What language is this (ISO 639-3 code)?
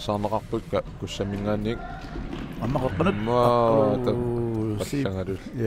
kal